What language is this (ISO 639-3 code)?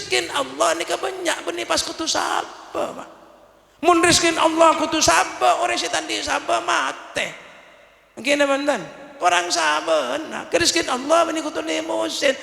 mad